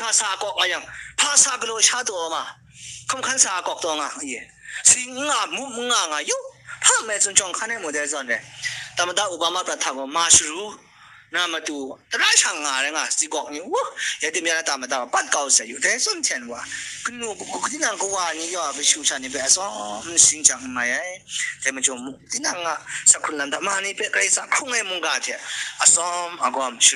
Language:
Kachin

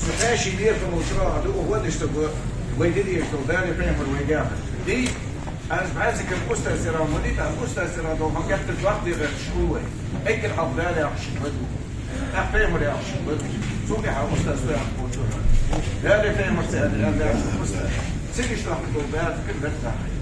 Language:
Ingush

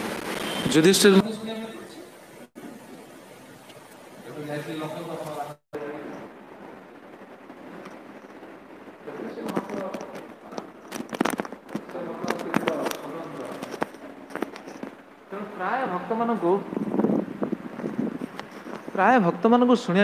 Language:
Odia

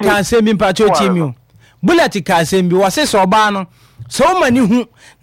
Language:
Akan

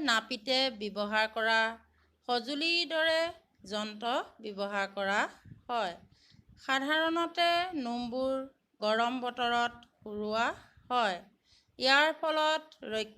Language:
Assamese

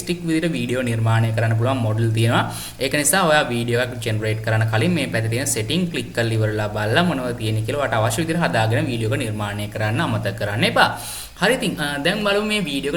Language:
Sinhala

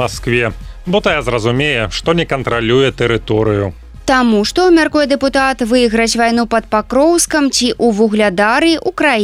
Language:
Belarusian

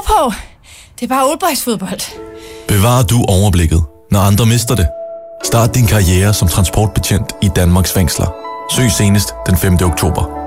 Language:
Danish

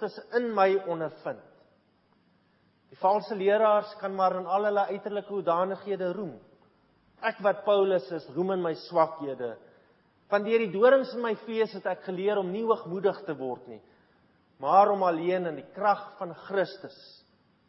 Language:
Afrikaans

